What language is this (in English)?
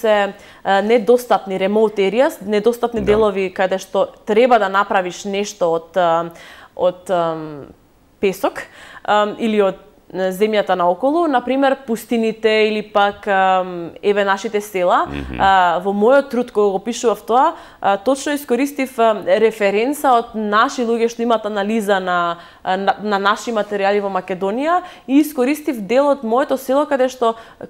Macedonian